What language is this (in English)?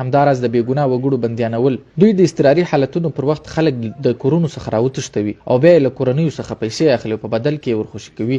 Pashto